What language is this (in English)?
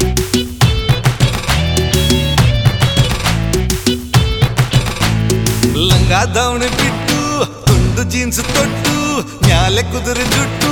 Kannada